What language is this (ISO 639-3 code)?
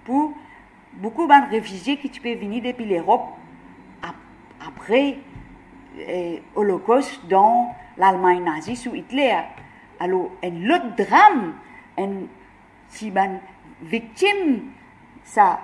mfe